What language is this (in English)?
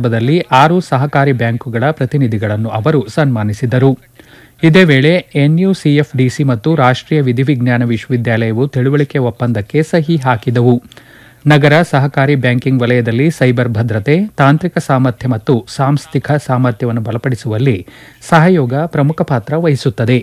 Kannada